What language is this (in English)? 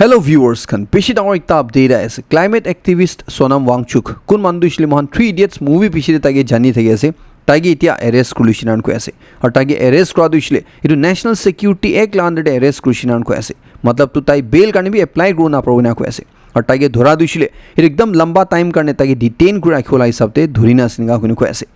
Naga Pidgin